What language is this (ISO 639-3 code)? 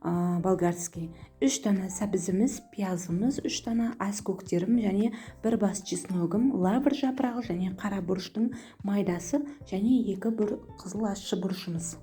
kaz